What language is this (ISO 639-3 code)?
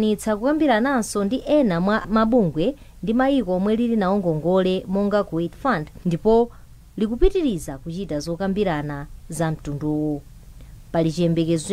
nya